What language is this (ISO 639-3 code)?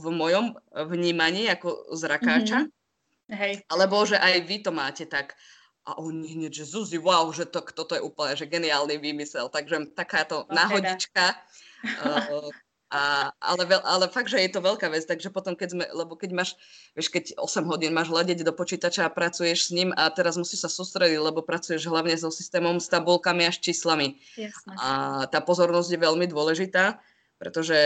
slk